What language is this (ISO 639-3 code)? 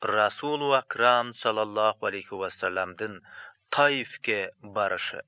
kir